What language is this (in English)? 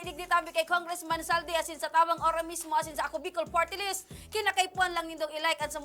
Bikol